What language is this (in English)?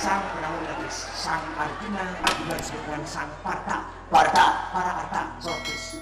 Balinese